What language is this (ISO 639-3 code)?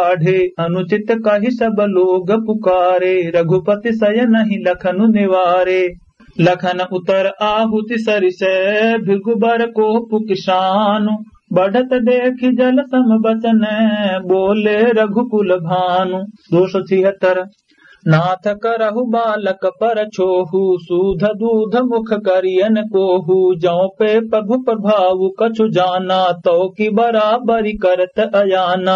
awa